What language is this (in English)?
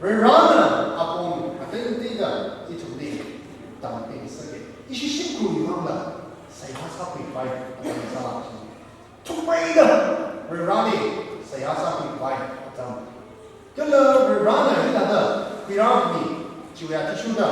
Tangkhul Naga (India)